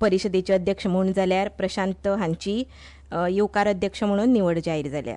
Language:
Konkani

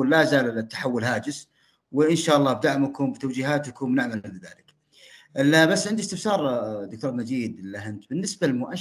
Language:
Arabic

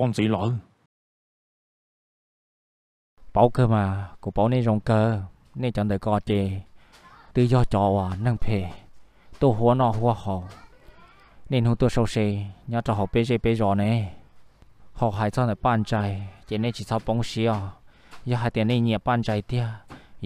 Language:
Vietnamese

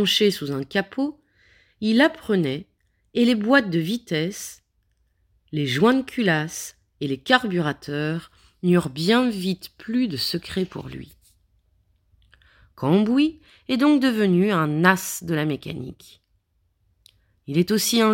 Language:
French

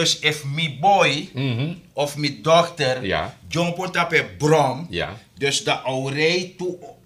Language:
Sranan Tongo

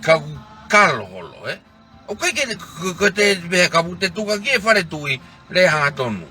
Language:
Tongan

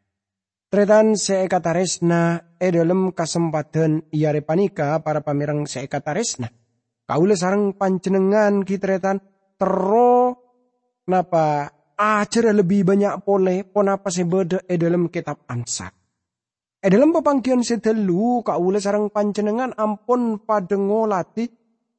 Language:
Madurese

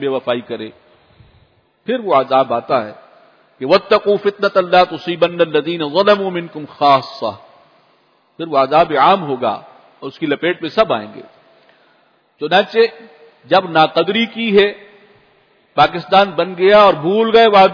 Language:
Urdu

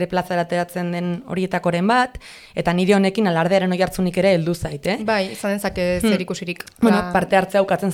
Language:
Basque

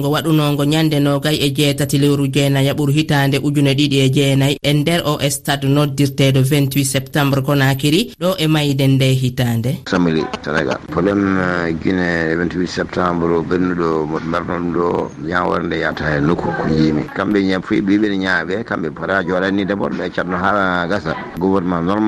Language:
Fula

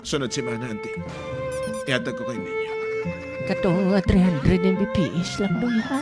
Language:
Hiligaynon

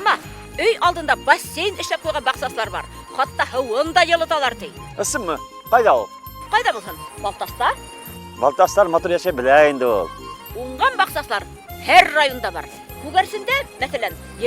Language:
Bashkir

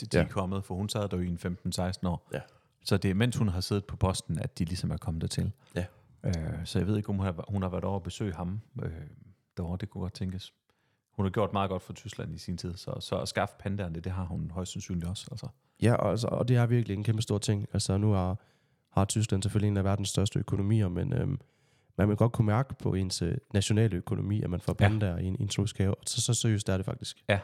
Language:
Danish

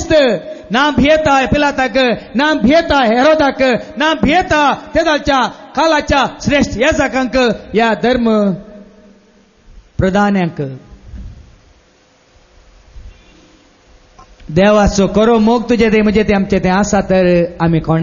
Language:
Konkani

